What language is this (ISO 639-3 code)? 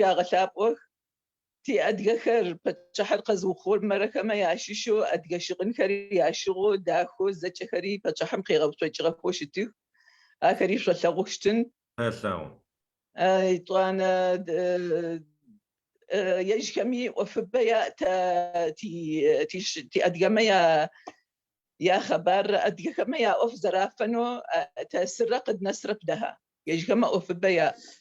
ady